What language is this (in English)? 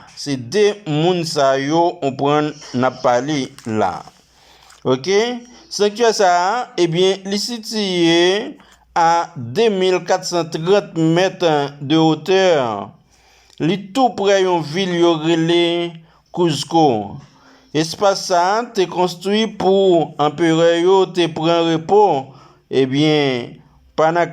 Haitian Creole